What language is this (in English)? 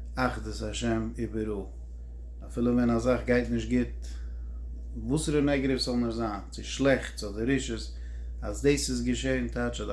Yiddish